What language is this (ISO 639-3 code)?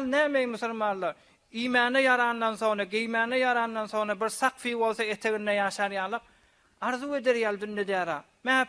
tuk